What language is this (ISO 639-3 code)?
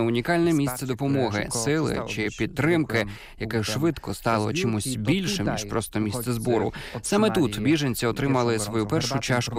ukr